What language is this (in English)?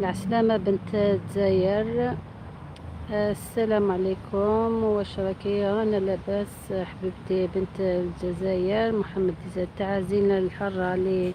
Algerian Arabic